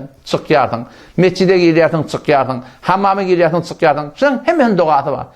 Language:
Turkmen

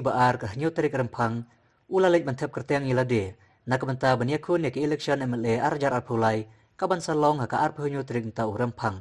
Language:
Khasi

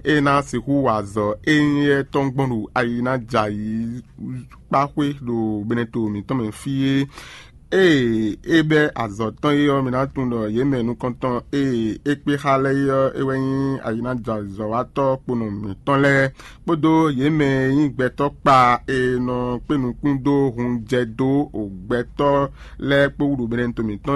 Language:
Fon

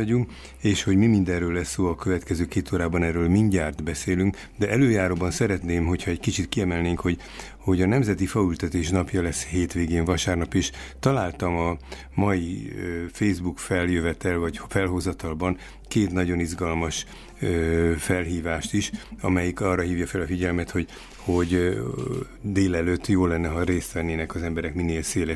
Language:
Hungarian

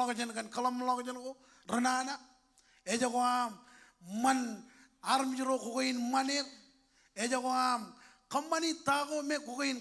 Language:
Marshallese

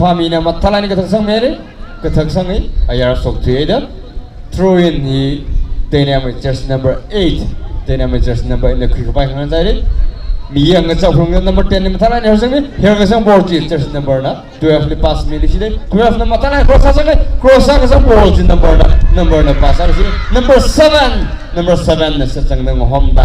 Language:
Tangkhul Naga (India)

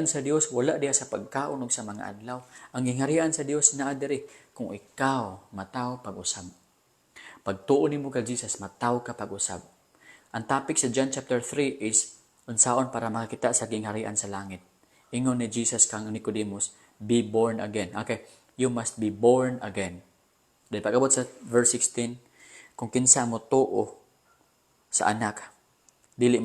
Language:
Cebuano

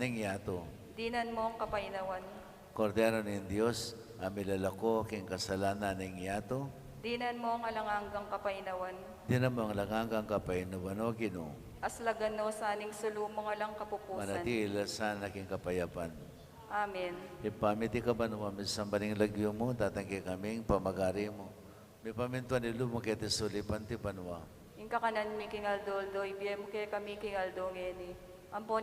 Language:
Pampanga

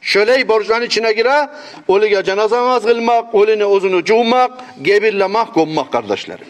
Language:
Kumyk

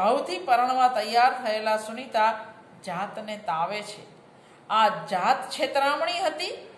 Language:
Gujarati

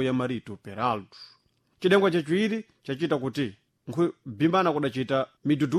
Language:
Sena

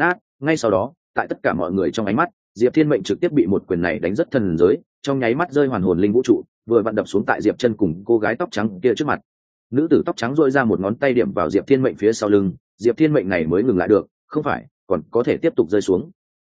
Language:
Vietnamese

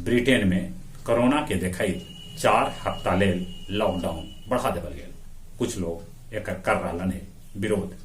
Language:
Magahi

